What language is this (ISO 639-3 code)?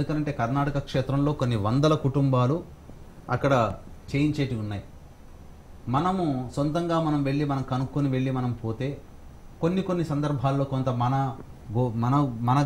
tel